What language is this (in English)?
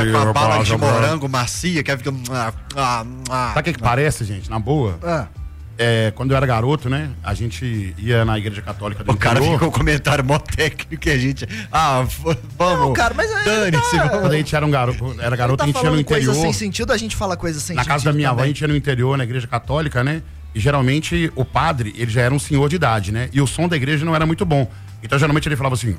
Portuguese